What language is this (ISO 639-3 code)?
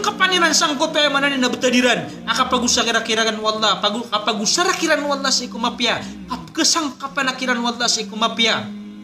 mrw